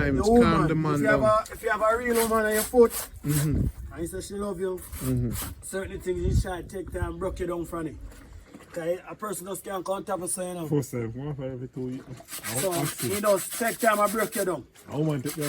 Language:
Jamaican Creole English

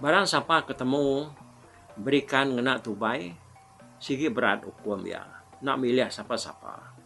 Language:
Iban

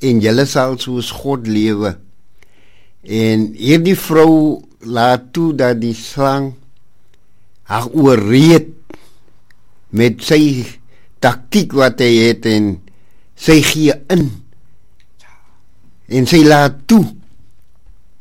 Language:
Afrikaans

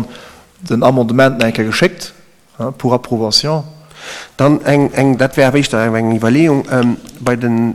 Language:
Luxembourgish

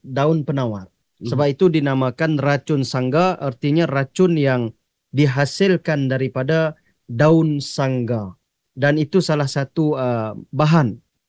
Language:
Malay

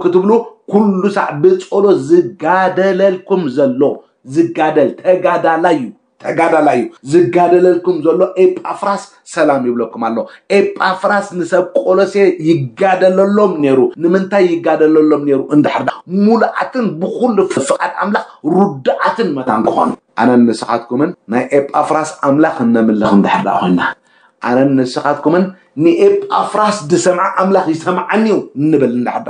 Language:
Tigrinya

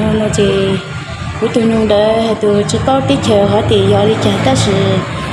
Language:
Hmong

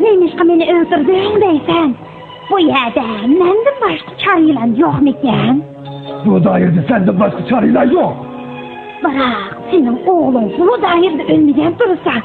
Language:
Uyghur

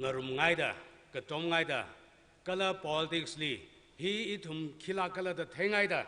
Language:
Tangkhul Naga (India)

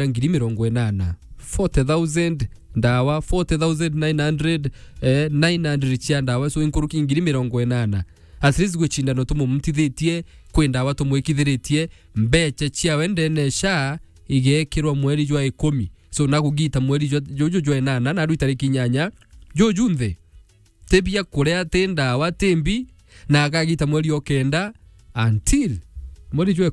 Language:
Meru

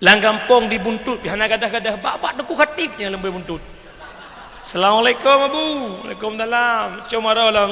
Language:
Achinese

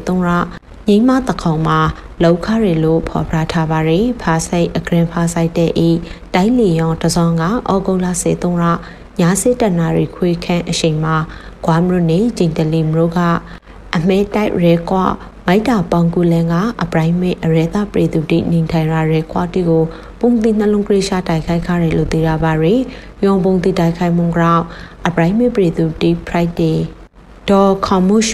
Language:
Burmese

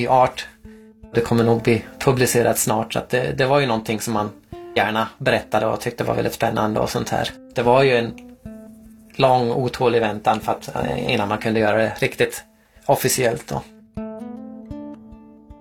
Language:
Swedish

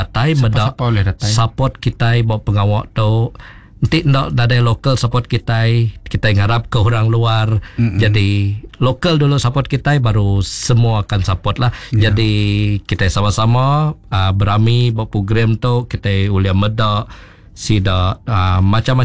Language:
Iban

